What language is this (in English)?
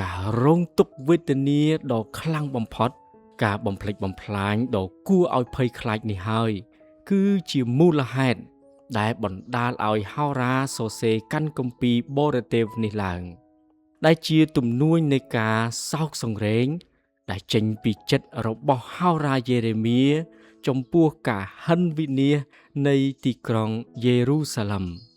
Khmer